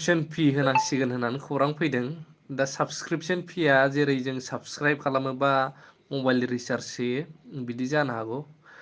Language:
Bodo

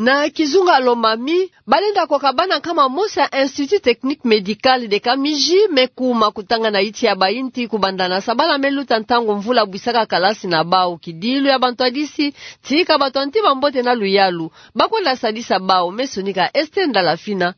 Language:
Kituba (Democratic Republic of Congo)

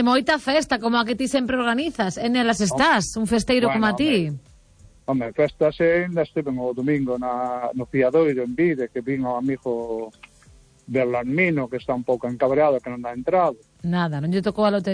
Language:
Galician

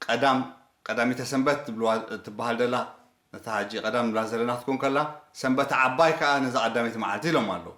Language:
Tigrinya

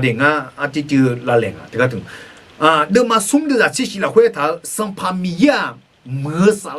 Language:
Akha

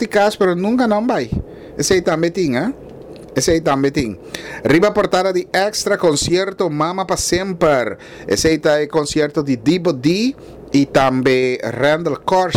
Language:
Papiamento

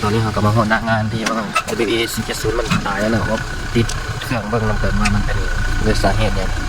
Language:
Lao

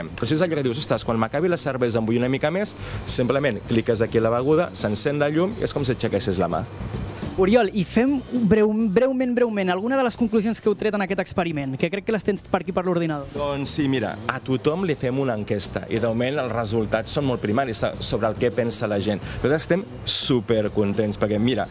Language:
Catalan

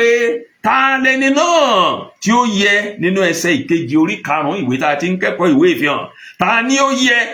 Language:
Yoruba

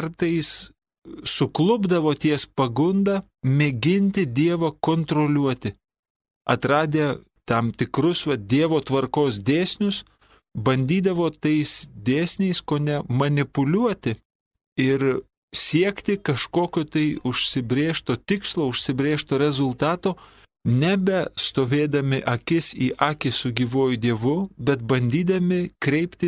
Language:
Lithuanian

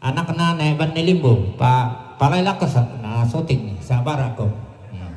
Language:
Toraja-Sa'dan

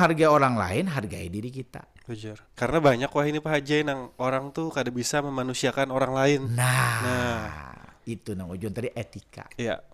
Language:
Banjar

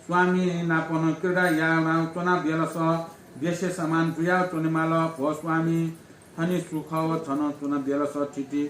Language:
Newari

